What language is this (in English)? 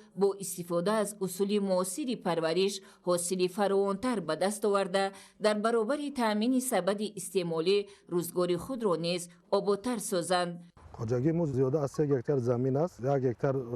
Tajik